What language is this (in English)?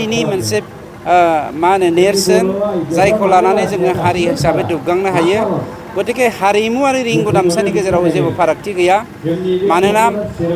Bodo